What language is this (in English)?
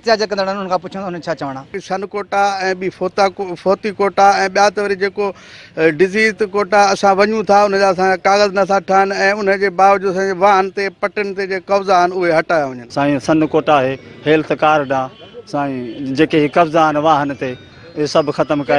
Sindhi